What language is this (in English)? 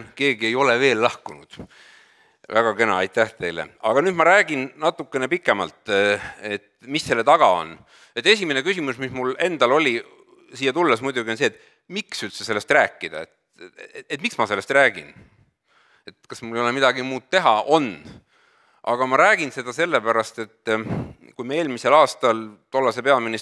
Estonian